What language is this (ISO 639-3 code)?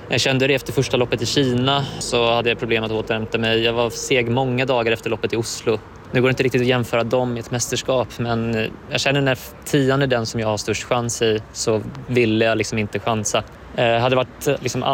swe